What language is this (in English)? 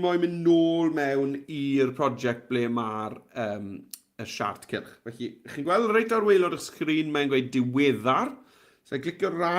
Welsh